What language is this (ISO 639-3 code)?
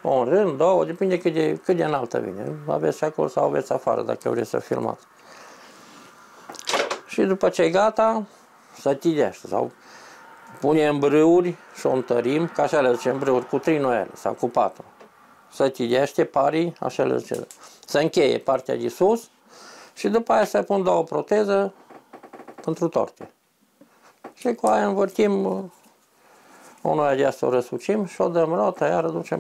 ron